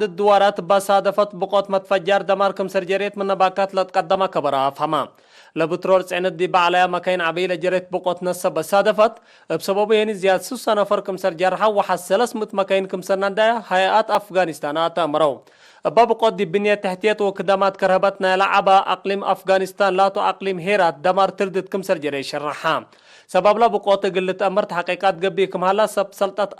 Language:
Tigre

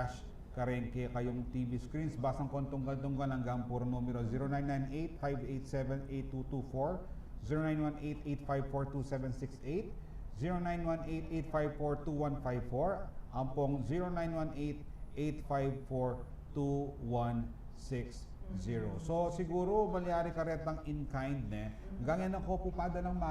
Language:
Pampanga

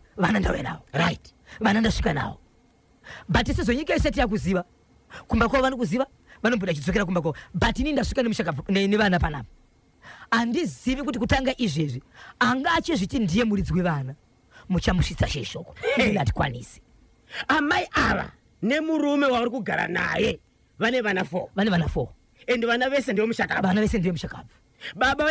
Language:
Shona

